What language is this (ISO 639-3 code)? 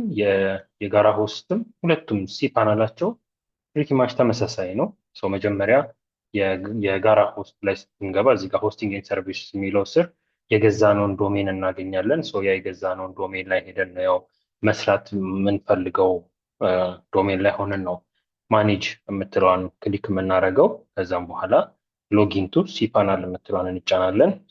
amh